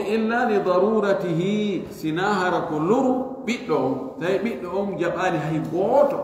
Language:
Fula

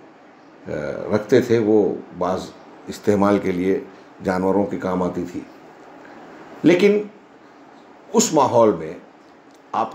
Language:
Hindi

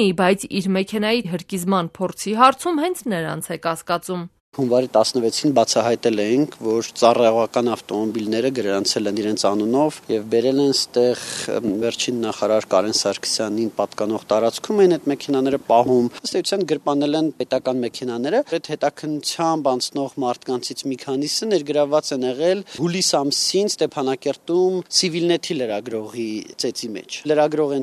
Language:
Armenian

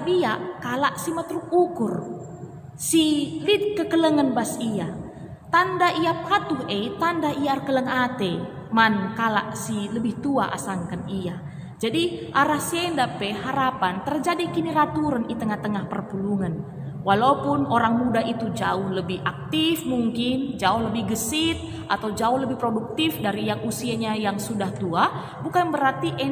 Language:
Batak Karo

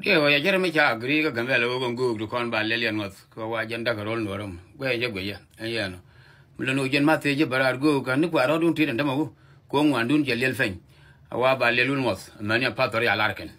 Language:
Nuer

